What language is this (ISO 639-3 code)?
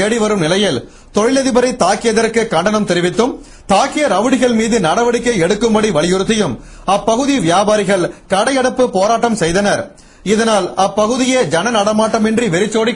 tam